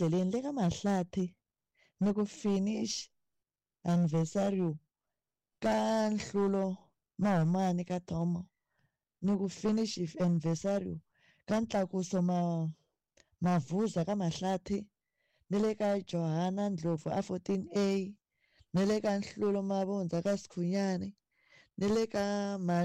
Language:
Tsonga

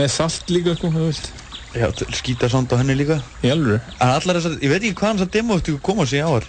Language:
Icelandic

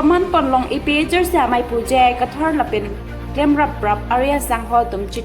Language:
Karbi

